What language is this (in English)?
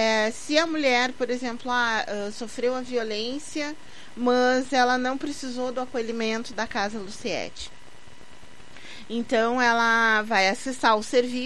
Portuguese